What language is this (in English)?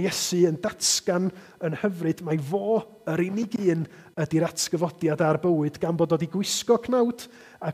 Welsh